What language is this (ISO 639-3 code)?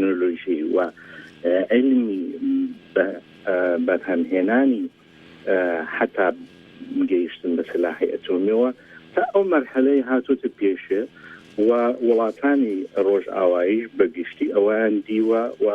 ckb